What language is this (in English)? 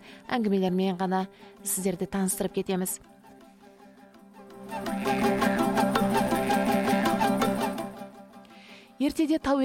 Kazakh